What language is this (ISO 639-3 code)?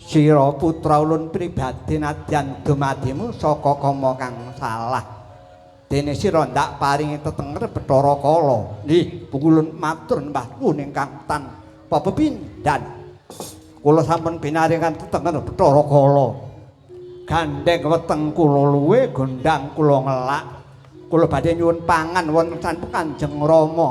jav